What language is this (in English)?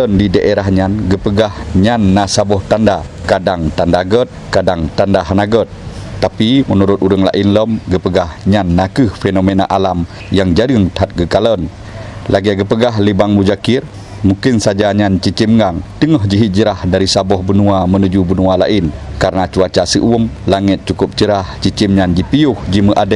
Achinese